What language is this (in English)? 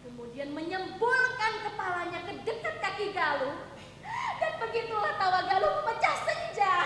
Banjar